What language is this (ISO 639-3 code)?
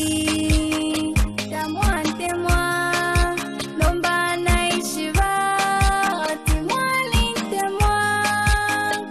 bem